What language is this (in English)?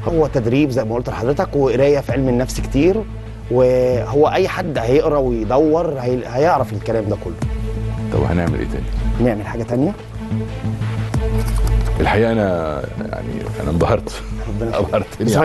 Egyptian Arabic